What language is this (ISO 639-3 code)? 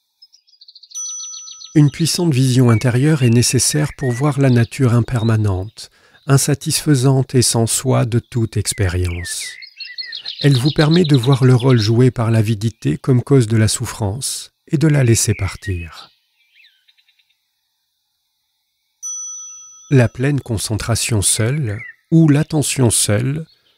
fra